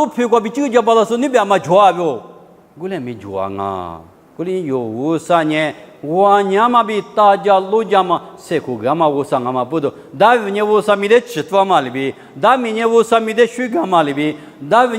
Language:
Lisu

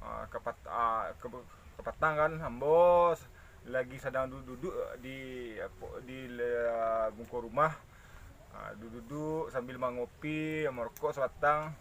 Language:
Minangkabau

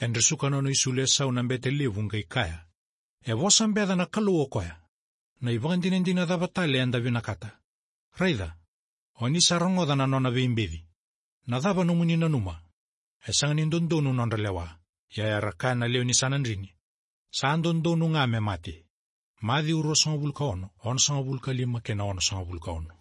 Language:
Fijian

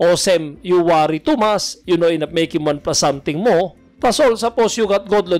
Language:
Tok Pisin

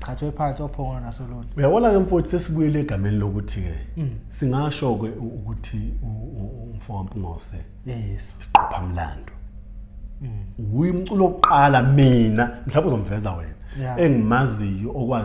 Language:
Zulu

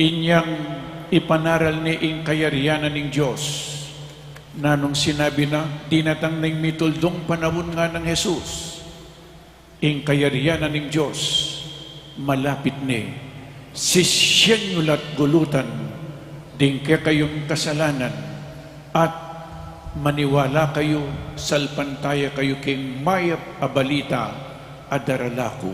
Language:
Pampanga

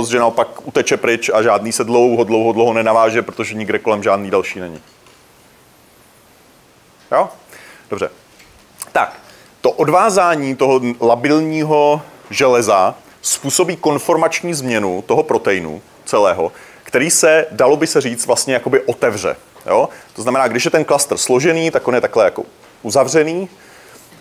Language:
Czech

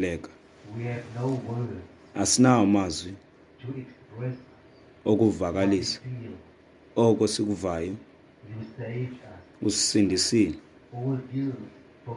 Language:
Xhosa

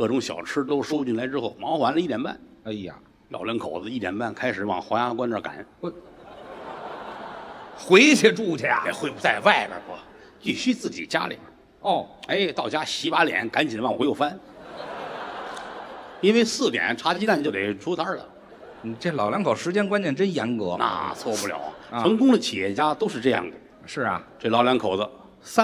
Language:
Chinese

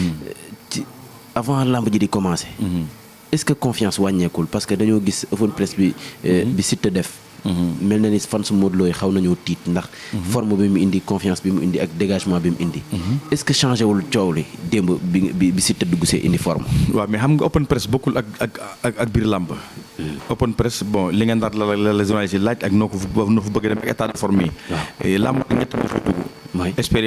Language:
Wolof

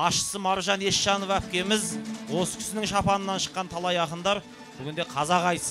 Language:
Kazakh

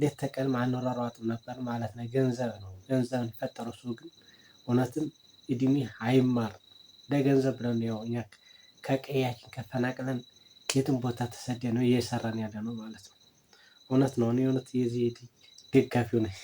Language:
Amharic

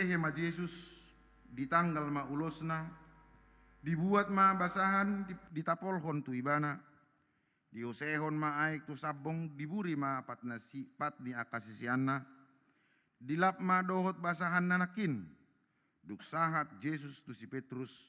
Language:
Batak Toba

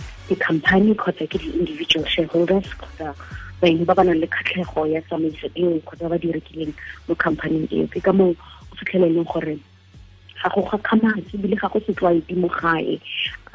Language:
Tswana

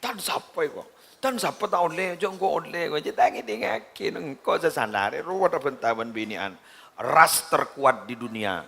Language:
Madurese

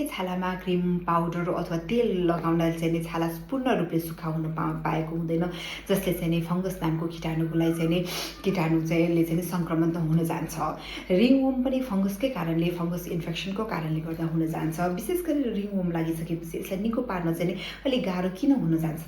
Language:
Nepali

